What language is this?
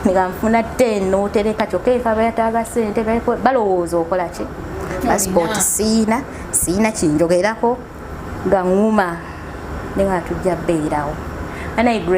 Ganda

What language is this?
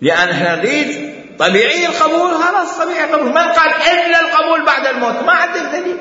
Mesopotamian Arabic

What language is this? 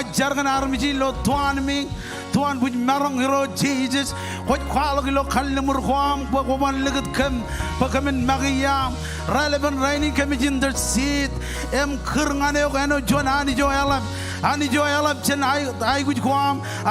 Marshallese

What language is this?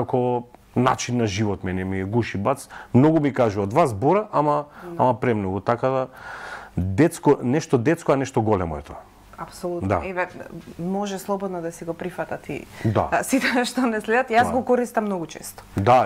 Macedonian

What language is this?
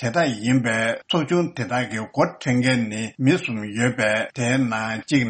Tibetan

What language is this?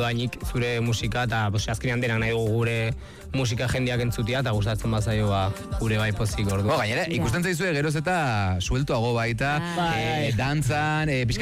Basque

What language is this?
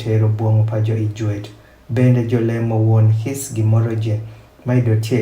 Adhola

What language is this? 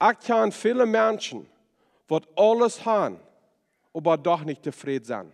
Plautdietsch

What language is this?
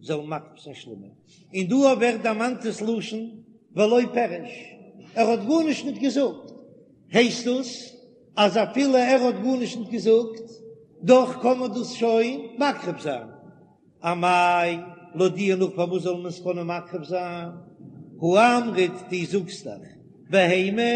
Yiddish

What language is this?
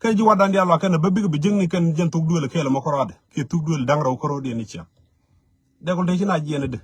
Nuer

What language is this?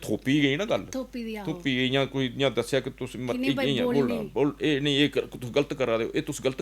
Dogri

